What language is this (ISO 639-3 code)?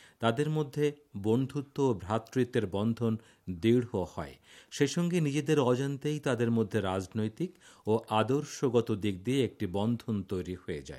ben